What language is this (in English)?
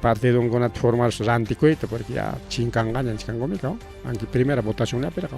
Ayacucho Quechua